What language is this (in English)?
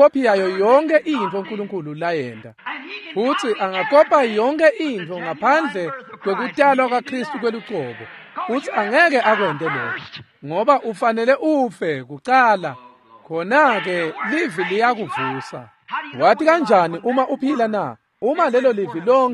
Swati